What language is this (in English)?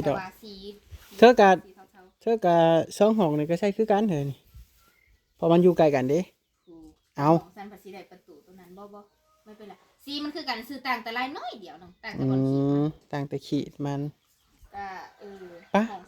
Northeastern Thai